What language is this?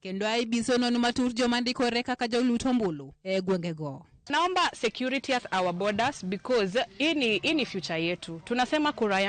Luo (Kenya and Tanzania)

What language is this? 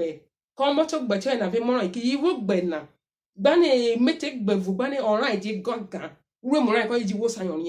Urhobo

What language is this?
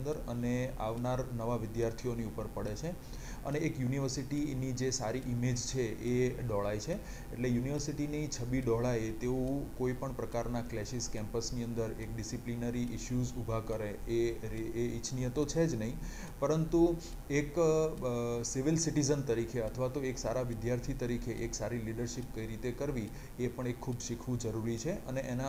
Gujarati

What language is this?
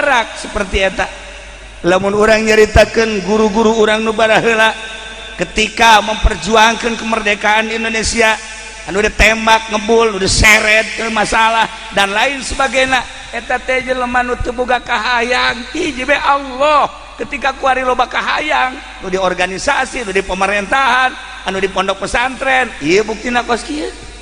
Sundanese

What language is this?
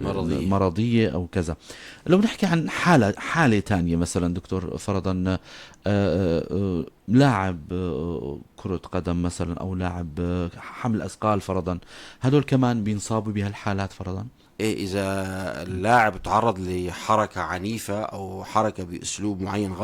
North Levantine Arabic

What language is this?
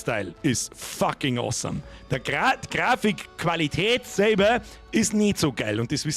Bavarian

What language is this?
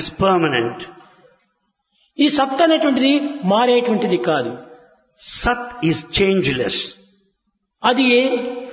Telugu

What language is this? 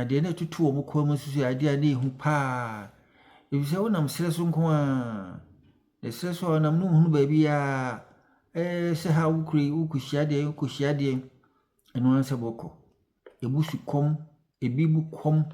Akan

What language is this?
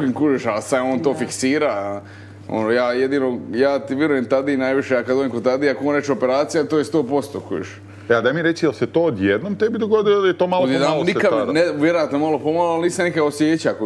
Croatian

